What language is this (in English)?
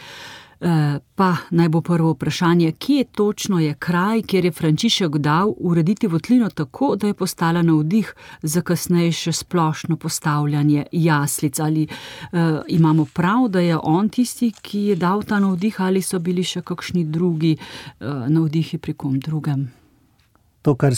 Slovenian